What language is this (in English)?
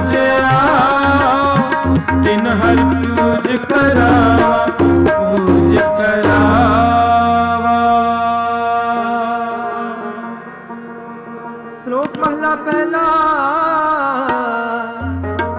Punjabi